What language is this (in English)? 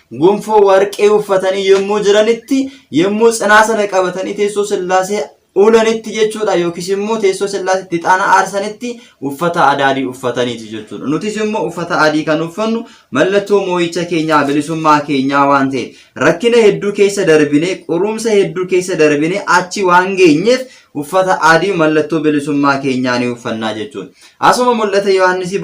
Oromo